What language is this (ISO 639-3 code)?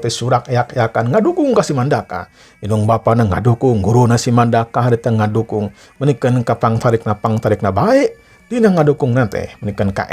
sun